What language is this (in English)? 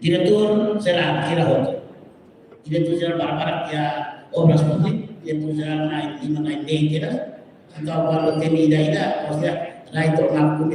Tetum